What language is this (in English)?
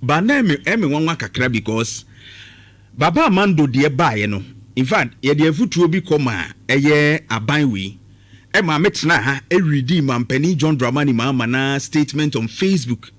Akan